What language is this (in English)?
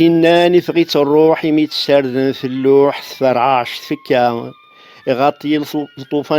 Kabyle